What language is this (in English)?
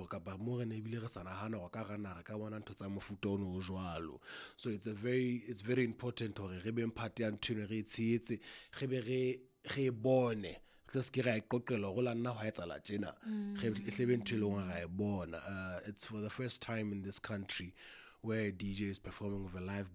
Southern Sotho